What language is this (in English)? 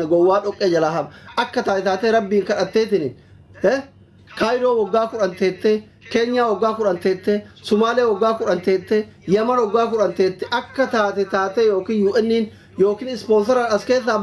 Oromo